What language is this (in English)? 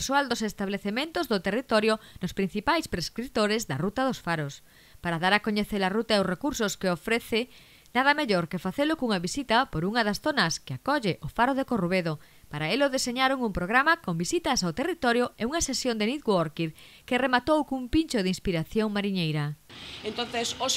Galician